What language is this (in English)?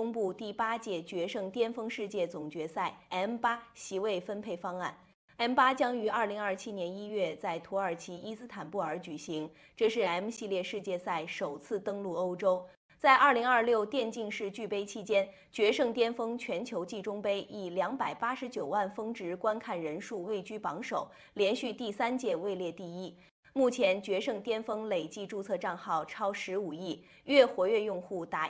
Chinese